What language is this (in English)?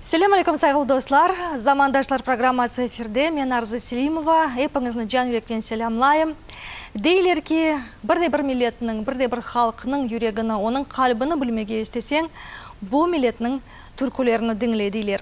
Crimean Tatar